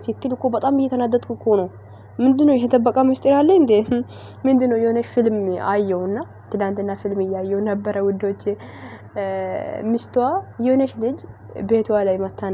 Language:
Amharic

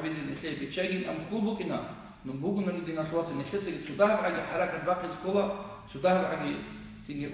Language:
Avaric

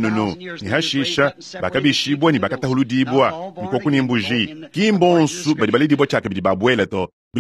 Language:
Luba-Lulua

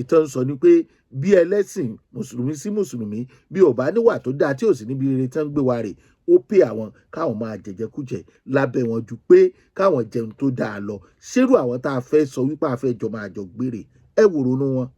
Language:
Yoruba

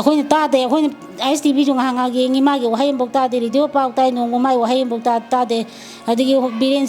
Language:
Manipuri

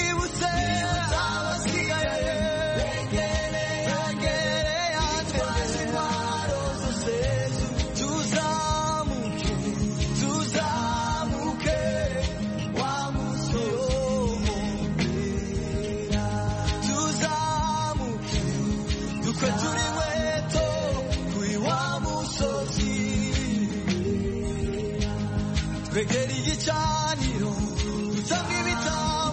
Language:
Kinyarwanda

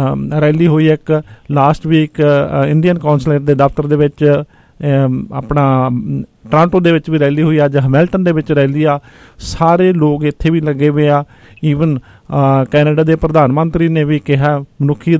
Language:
Punjabi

